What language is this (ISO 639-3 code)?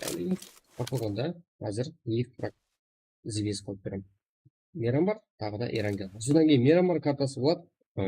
kaa